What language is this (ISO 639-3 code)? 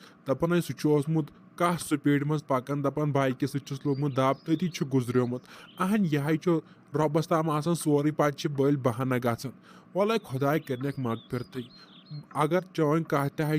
kas